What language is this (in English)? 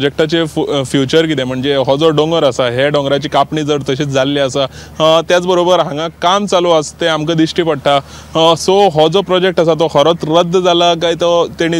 Konkani